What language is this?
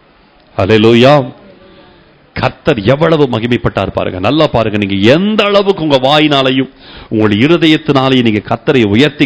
Tamil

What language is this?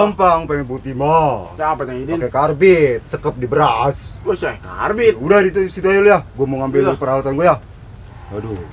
Betawi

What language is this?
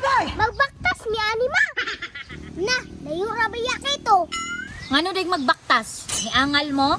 Cebuano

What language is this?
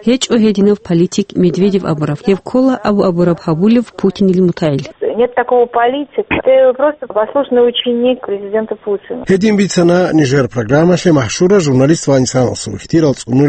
Avaric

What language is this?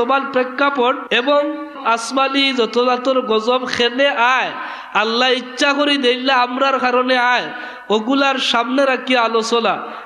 Sylheti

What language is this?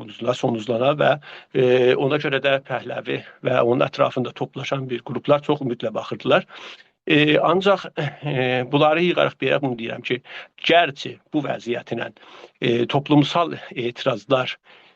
South Azerbaijani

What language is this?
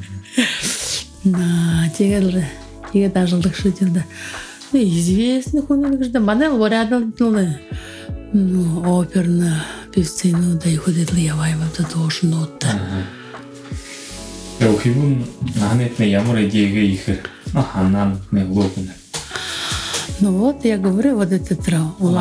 Buriat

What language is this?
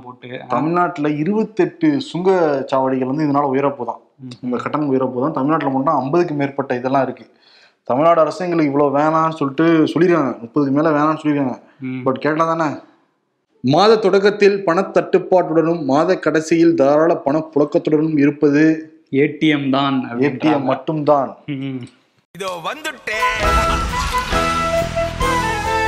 Tamil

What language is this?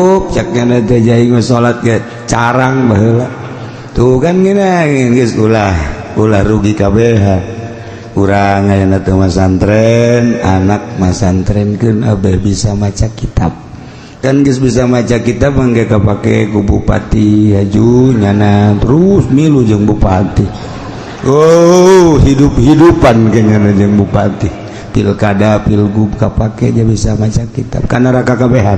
Sundanese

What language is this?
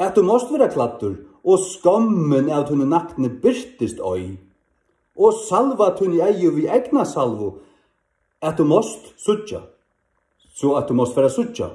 Faroese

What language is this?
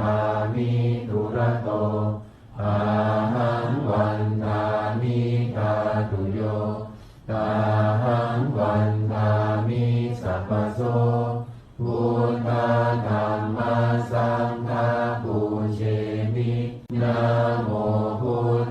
Pali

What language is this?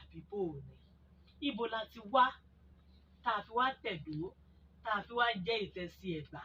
Yoruba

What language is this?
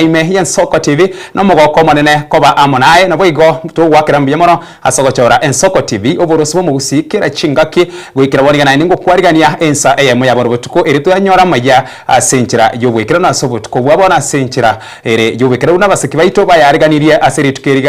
Gusii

